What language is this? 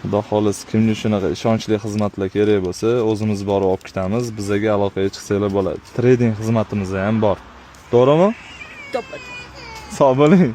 Uzbek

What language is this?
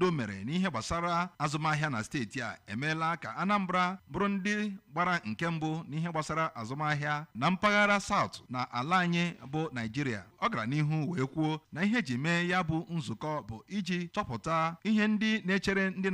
Igbo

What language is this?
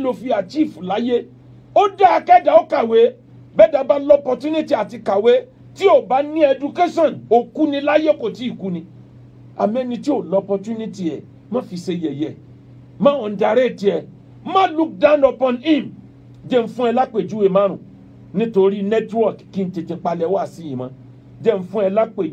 Yoruba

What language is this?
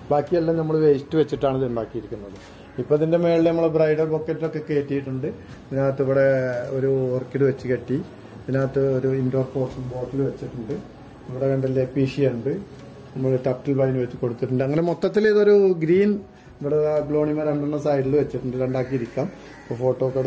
Malayalam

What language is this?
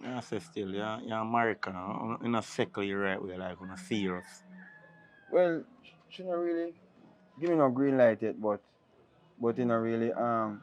Jamaican Creole English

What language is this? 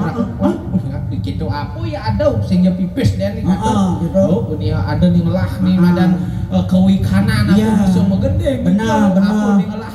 Balinese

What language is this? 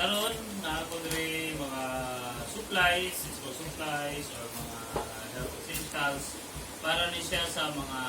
Cebuano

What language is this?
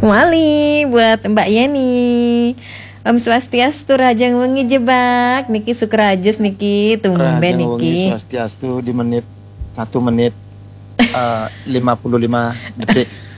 Balinese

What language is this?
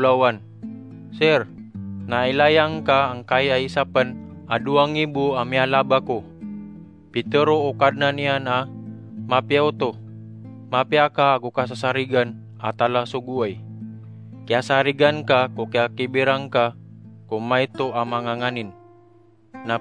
Maranao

